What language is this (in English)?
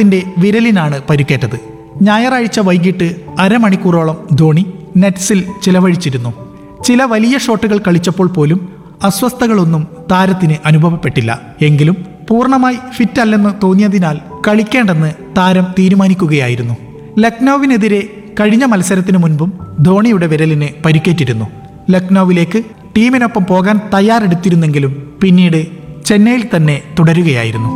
Malayalam